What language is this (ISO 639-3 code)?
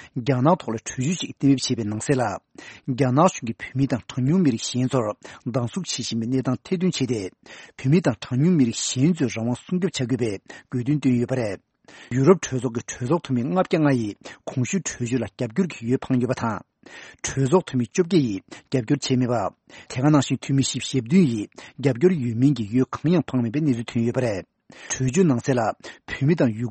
bod